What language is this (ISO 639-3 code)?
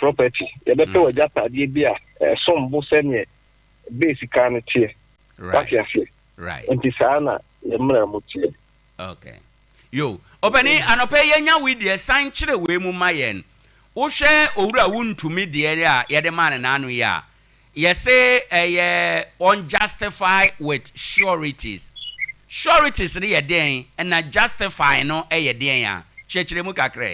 aka